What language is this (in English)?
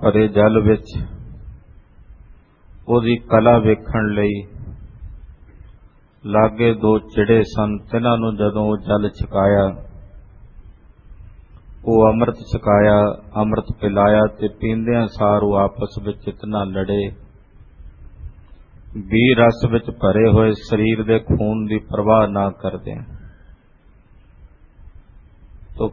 Punjabi